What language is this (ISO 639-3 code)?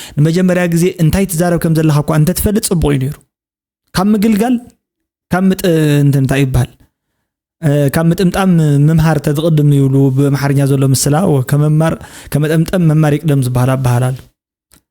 tir